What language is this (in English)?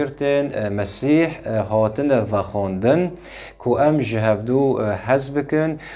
Kurdish